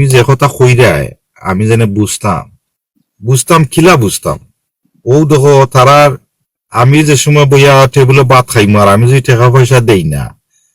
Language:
Sylheti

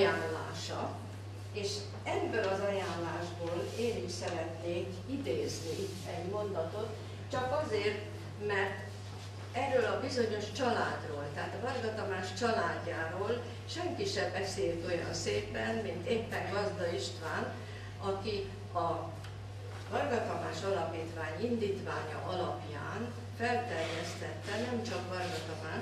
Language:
Hungarian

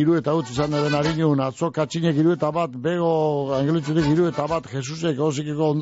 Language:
Basque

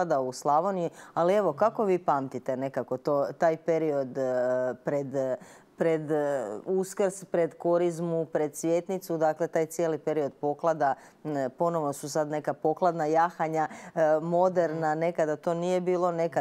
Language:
Croatian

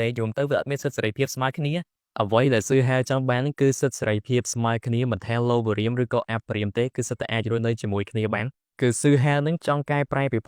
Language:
Khmer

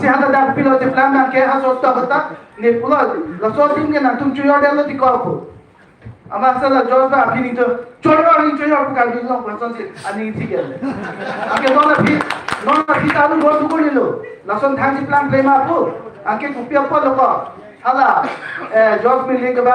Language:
Karbi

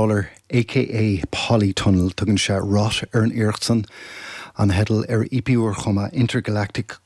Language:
Irish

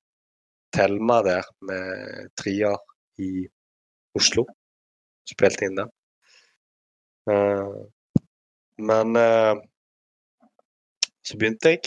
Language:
Norwegian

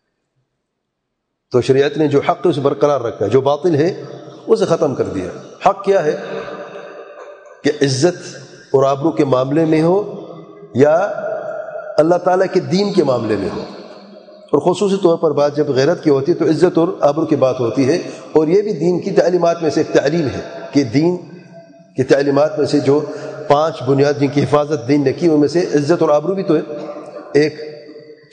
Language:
Urdu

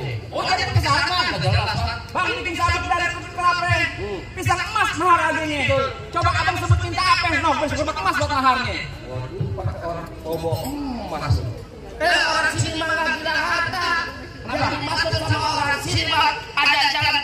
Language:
Betawi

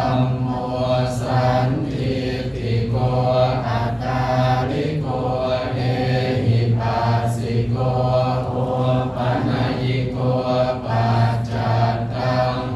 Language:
Pali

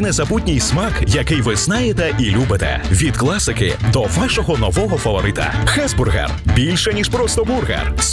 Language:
Ukrainian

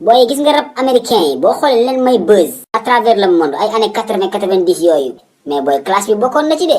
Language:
Wolof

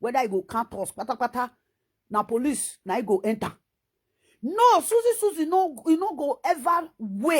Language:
Nigerian Pidgin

